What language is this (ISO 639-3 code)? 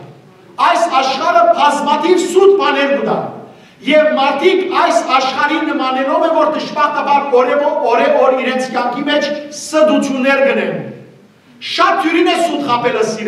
hyw